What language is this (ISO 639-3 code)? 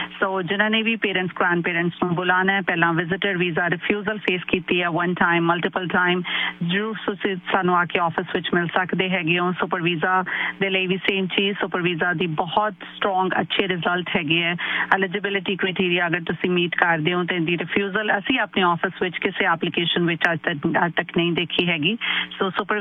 pan